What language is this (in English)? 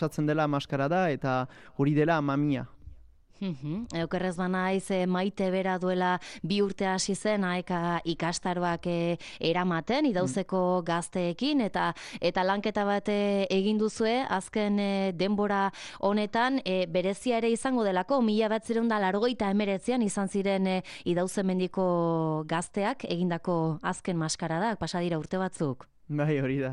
Basque